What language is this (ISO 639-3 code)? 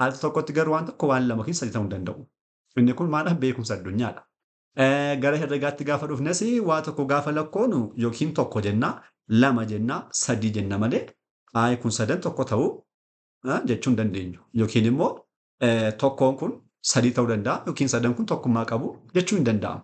orm